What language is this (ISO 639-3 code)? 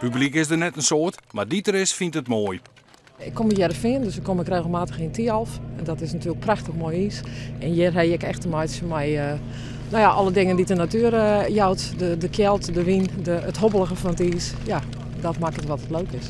fry